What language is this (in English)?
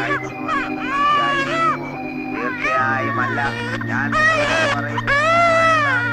Malayalam